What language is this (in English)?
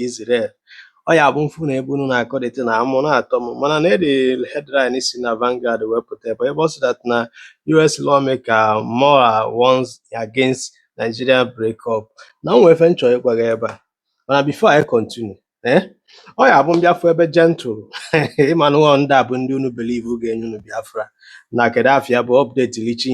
Igbo